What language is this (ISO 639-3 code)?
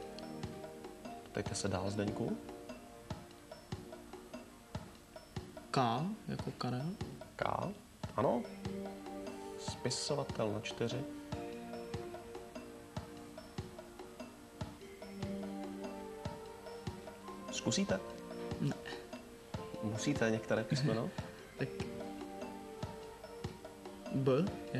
ces